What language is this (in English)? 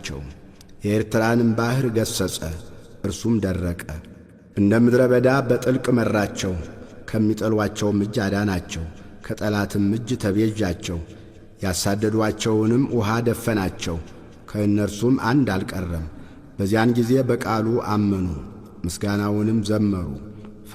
Amharic